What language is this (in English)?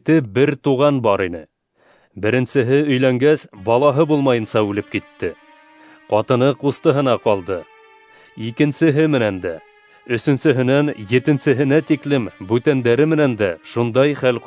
Bashkir